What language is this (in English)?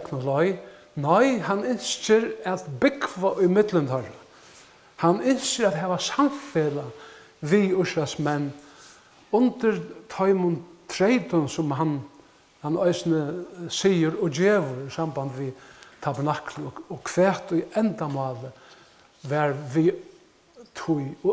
Faroese